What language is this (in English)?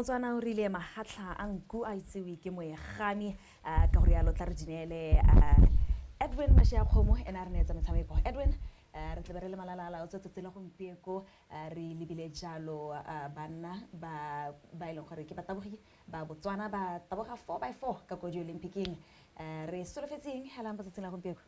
Tswana